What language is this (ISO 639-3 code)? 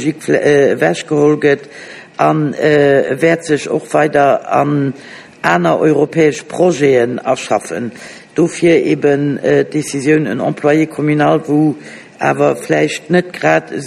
ltz